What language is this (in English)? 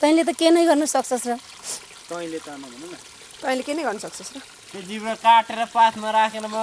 Nepali